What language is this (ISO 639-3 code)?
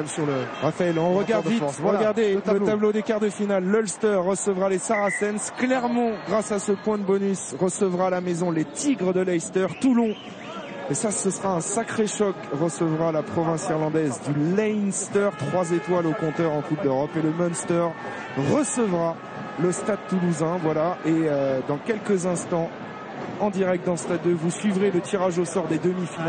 fra